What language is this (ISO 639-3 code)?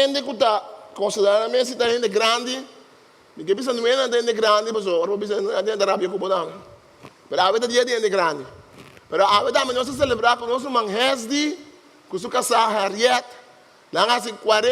pap